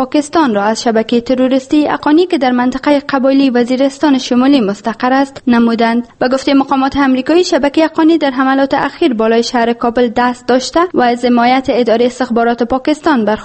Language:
Persian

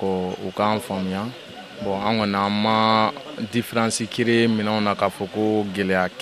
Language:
Bambara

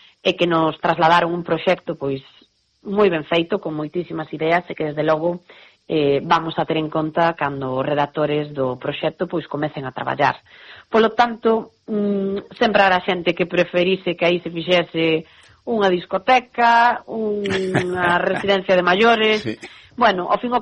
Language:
Galician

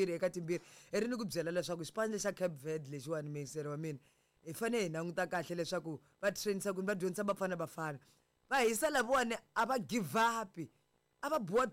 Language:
Tsonga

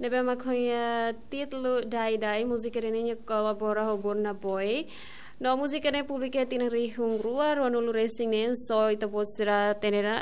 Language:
Tetum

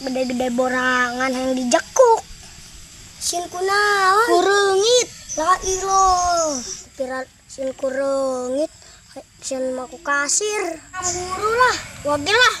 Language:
Sundanese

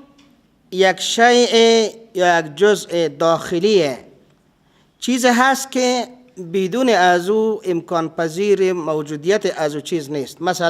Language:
Persian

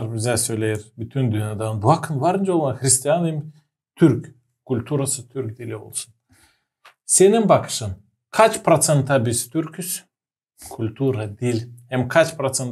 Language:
Gagauz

